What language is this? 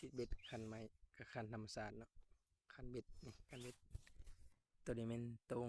Lao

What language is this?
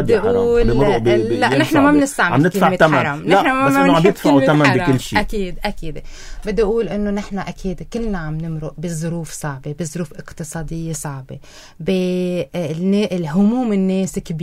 North Levantine Arabic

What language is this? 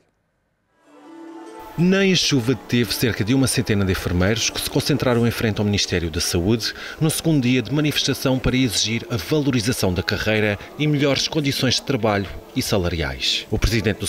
Portuguese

